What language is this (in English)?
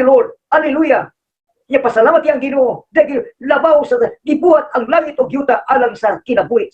Cebuano